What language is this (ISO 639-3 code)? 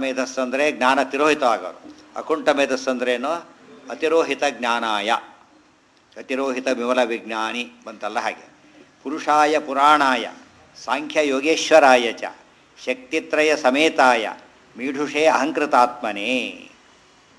kan